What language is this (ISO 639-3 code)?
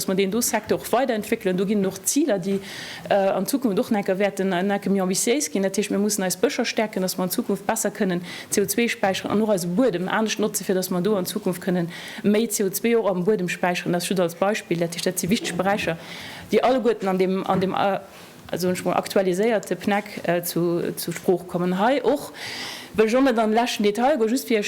ltz